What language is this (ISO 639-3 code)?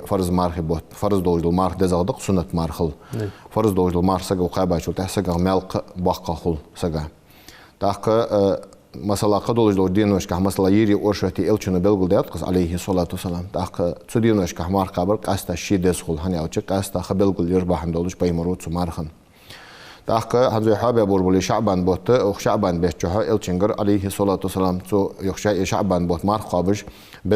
inh